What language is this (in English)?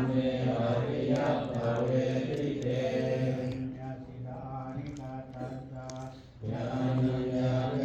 Pali